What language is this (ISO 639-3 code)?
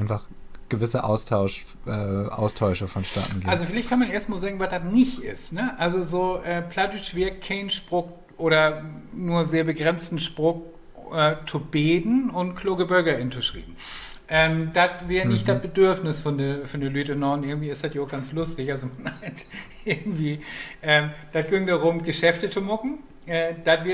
nds